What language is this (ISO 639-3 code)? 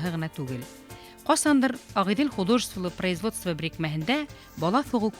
bak